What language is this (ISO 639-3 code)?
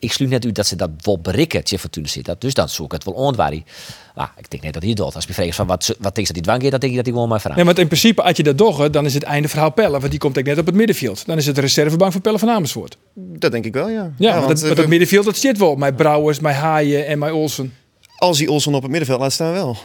fry